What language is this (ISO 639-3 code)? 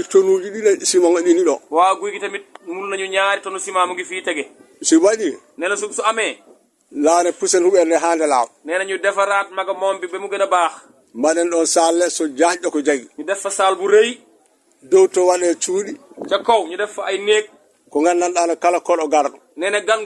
wol